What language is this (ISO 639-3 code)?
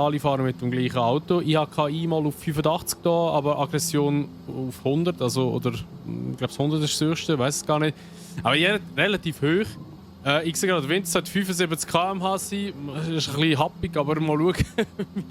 gsw